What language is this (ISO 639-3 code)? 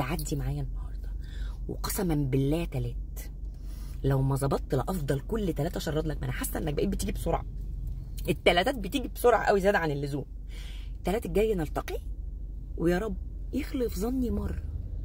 arz